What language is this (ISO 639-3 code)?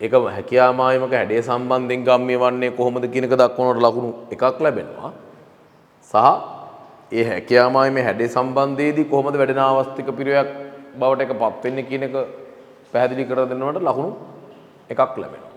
sin